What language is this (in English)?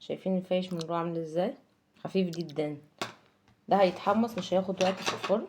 Egyptian Arabic